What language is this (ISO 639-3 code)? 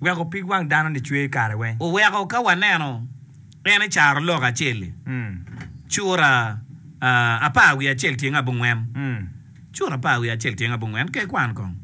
ach